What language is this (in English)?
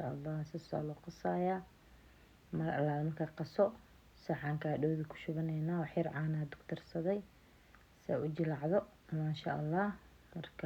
Somali